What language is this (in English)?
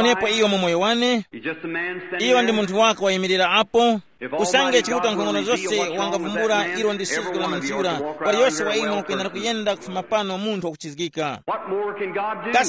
Tumbuka